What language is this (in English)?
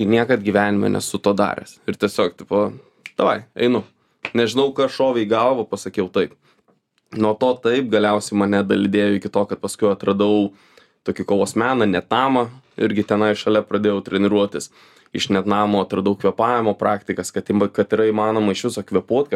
Lithuanian